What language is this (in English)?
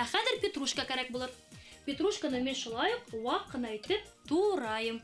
Bashkir